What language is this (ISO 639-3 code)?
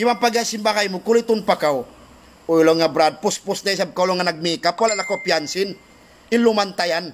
tsg